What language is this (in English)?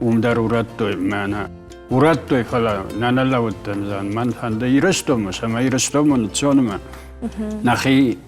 Ossetic